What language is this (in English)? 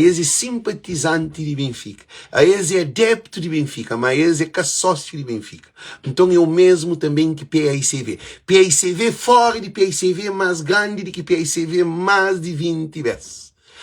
Kabuverdianu